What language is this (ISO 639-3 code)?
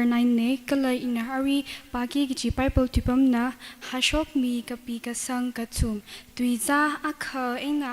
nmf